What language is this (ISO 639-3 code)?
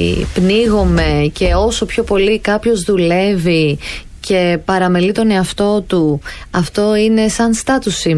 ell